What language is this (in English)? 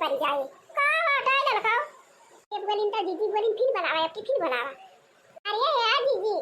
Awadhi